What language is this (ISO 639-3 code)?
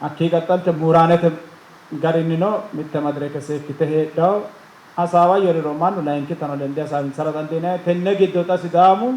sid